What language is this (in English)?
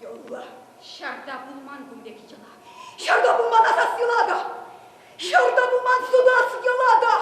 Chuvash